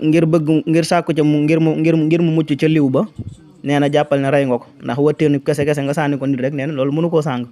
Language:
Wolof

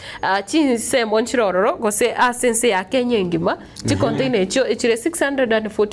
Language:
Gusii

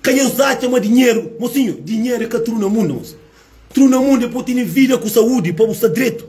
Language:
Kabuverdianu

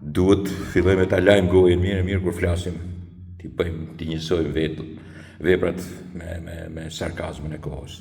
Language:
Albanian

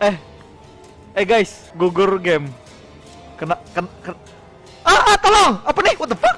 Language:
Banjar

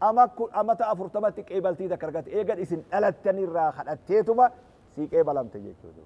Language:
Oromo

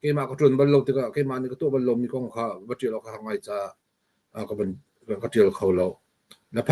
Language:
Hakha Chin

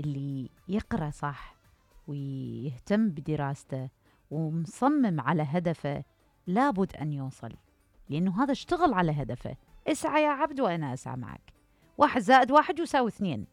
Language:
Mesopotamian Arabic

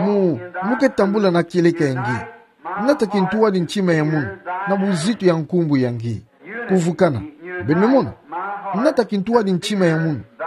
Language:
Kituba (Democratic Republic of Congo)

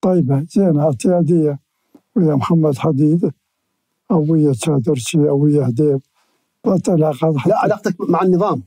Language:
Mesopotamian Arabic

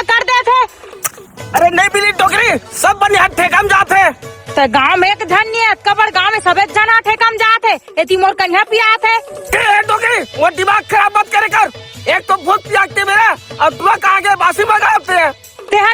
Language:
Chhattisgarhi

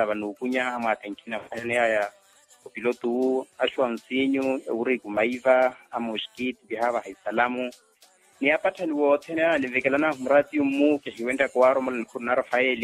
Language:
Makhuwa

